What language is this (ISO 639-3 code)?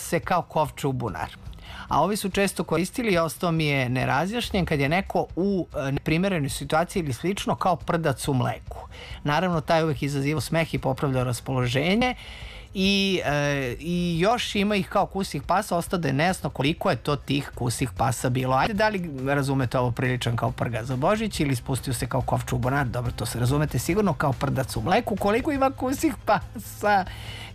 srp